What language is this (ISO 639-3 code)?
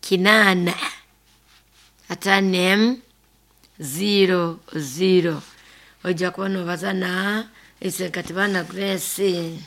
nyo